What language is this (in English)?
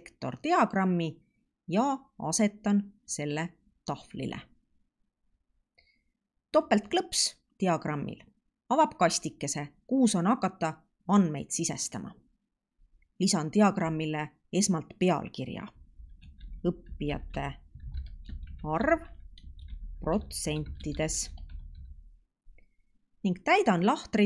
Estonian